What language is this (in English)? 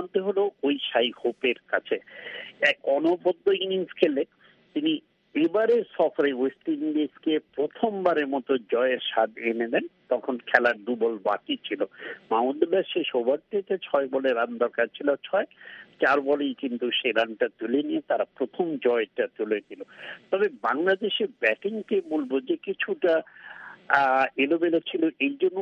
Bangla